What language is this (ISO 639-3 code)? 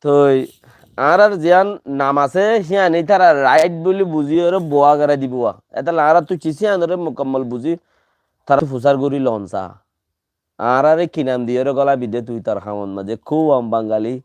rhg